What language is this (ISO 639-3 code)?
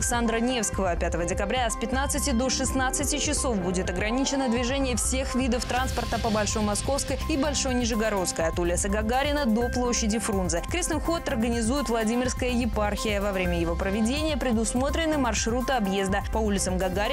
rus